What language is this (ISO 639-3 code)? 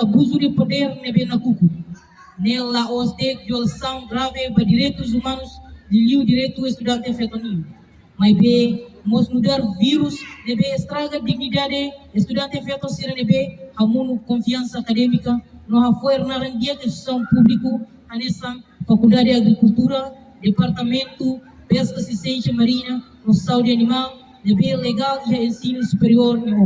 tet